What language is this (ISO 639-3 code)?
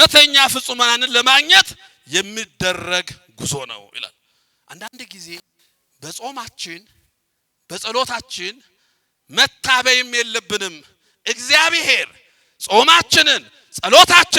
amh